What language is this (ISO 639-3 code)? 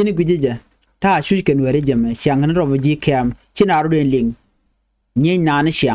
nus